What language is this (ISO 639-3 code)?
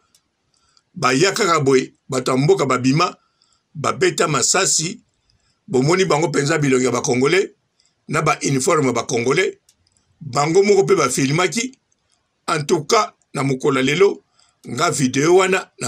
lin